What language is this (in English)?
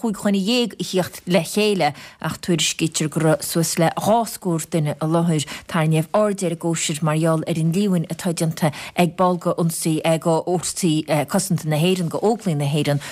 Irish